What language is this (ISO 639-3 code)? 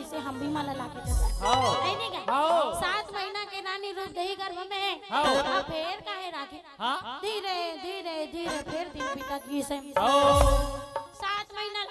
hne